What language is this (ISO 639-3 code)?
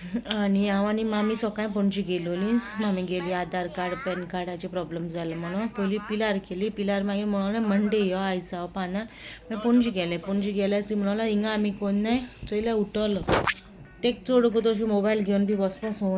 kok